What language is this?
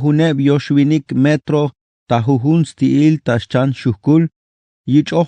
Tzeltal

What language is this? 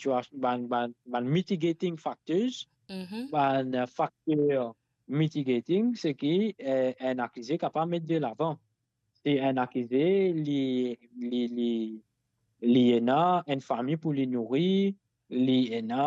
Morisyen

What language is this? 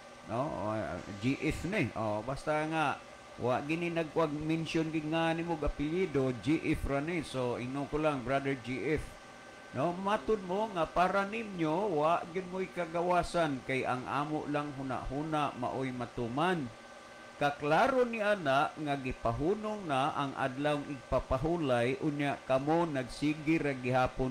Cebuano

